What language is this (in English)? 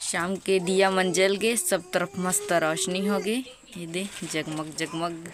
Chhattisgarhi